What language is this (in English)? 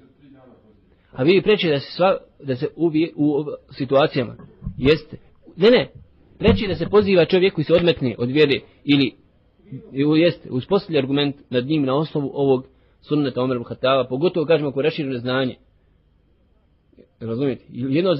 Bosnian